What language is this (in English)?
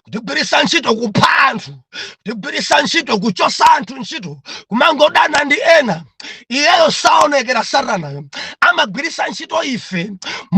Nyanja